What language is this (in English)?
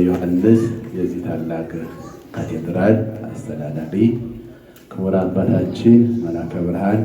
Amharic